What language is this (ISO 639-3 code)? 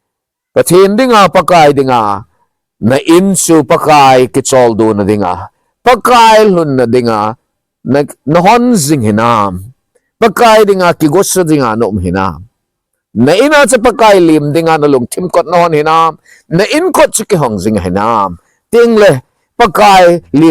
tcz